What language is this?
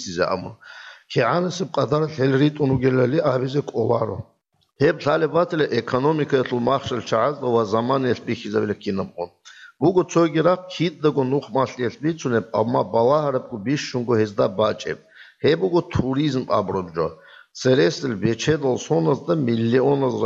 Avaric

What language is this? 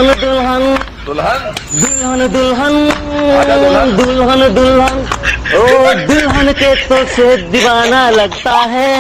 Chhattisgarhi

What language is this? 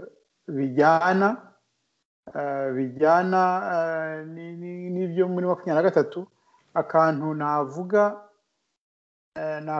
Kinyarwanda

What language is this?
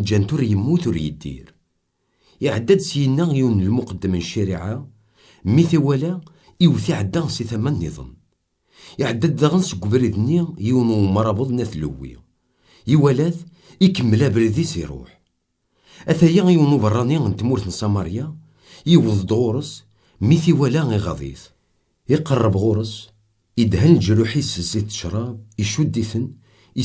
Kabyle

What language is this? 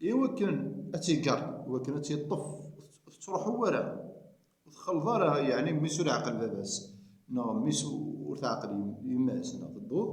Kabyle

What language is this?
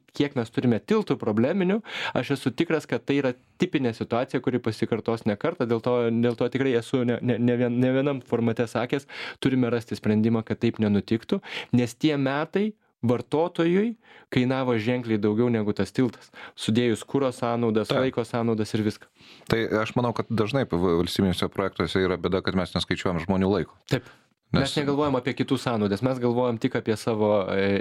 Lithuanian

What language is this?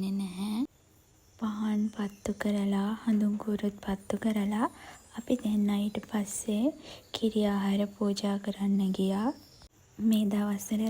Sinhala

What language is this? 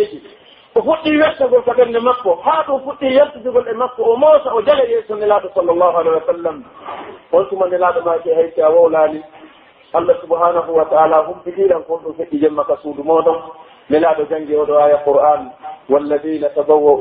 Pular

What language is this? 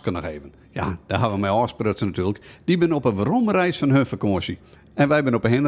Western Frisian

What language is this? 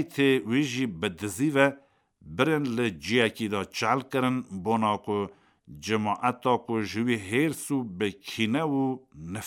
Kurdish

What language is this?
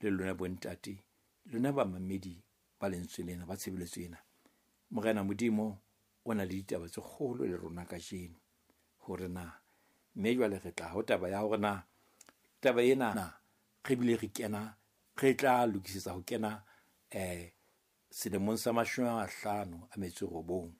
Southern Sotho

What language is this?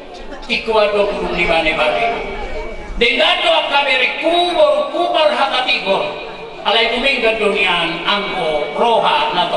Batak Toba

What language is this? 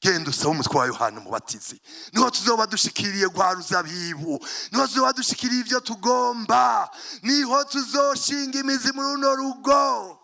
Rundi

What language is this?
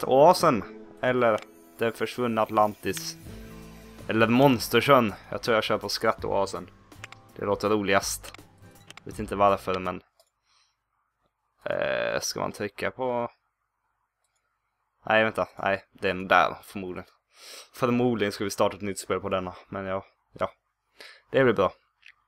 Swedish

